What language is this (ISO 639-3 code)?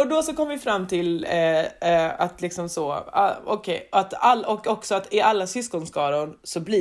swe